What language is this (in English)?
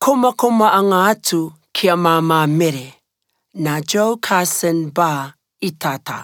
Rarotongan